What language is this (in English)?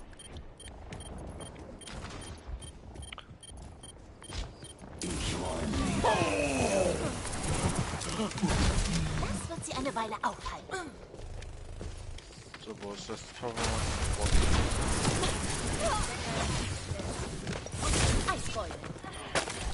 German